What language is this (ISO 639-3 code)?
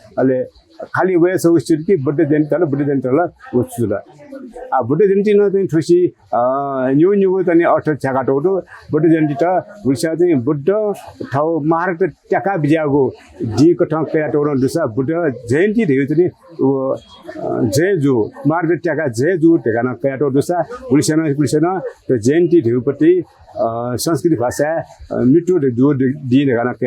new